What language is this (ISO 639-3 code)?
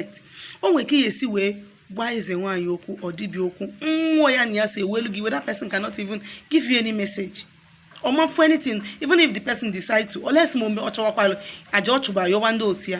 ibo